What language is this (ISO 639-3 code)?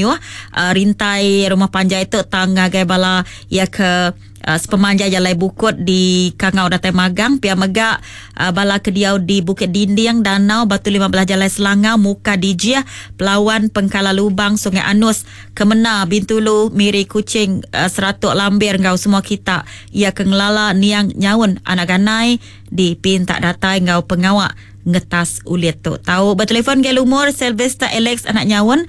iba